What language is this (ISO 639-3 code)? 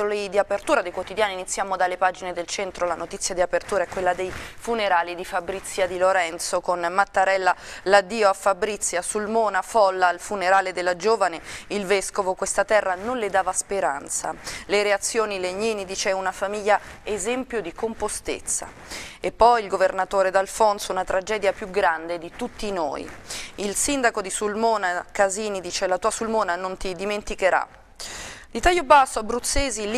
ita